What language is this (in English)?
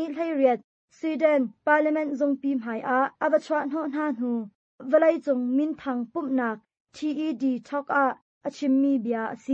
Hakha Chin